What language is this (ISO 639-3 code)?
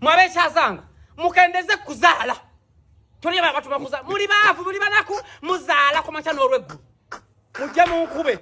lug